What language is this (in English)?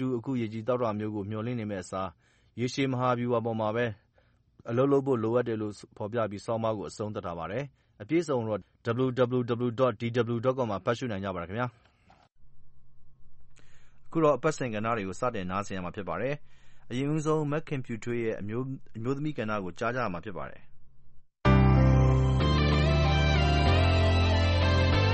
Burmese